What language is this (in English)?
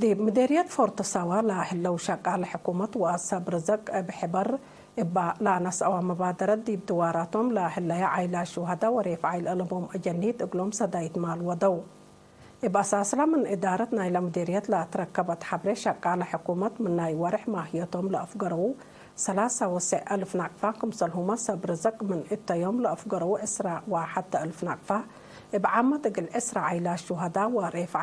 Tigre